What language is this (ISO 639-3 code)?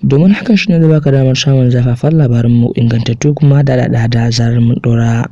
hau